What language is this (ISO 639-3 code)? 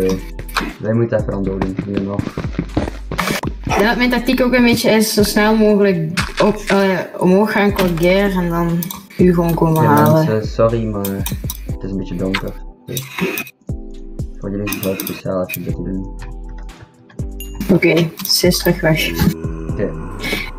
nld